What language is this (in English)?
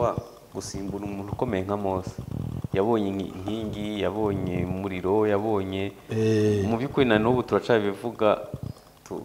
Kinyarwanda